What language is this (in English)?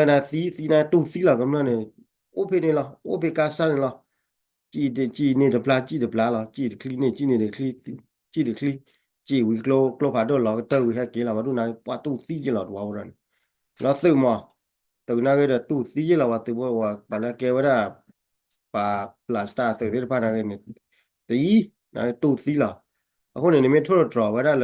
S'gaw Karen